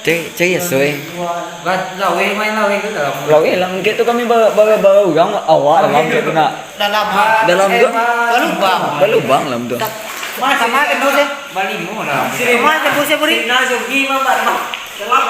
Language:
Minangkabau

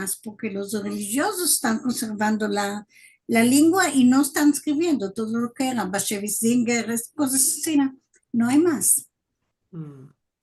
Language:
Ladino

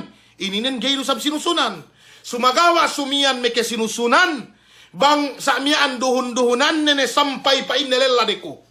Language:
Yakan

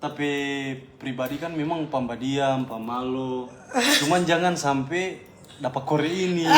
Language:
Manado Malay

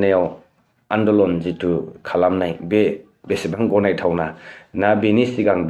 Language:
Bodo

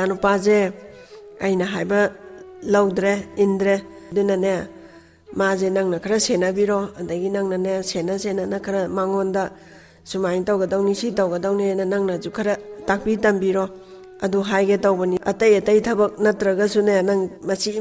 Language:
Manipuri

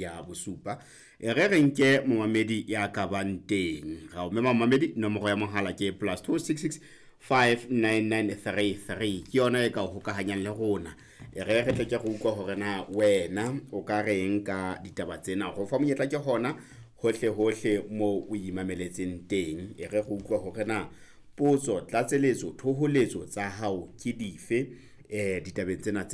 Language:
Southern Sotho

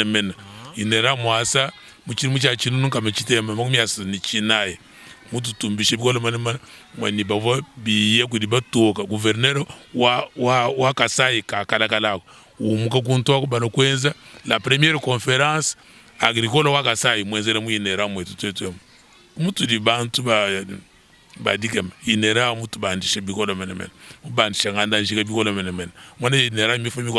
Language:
Luba-Lulua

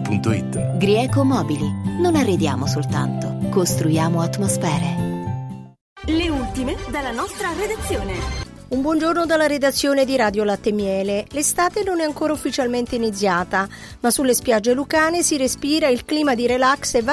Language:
Italian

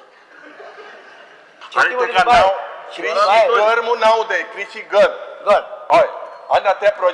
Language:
Konkani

